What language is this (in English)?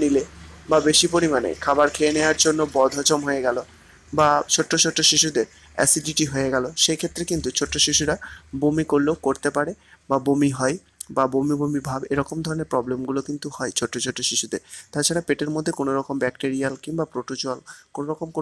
Bangla